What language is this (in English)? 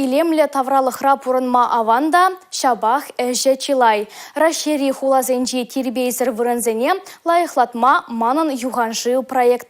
Chuvash